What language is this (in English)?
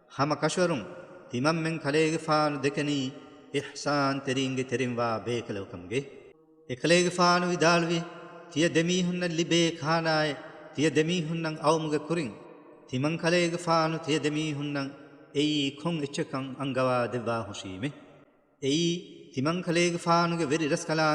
Divehi